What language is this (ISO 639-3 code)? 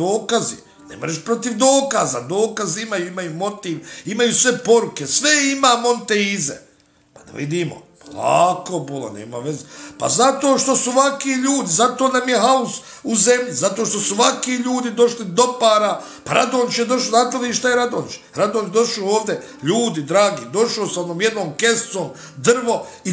bos